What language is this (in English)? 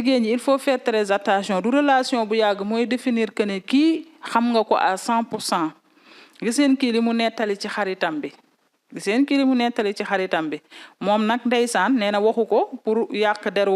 Wolof